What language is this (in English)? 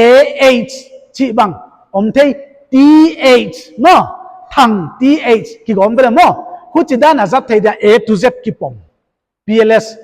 Paite Chin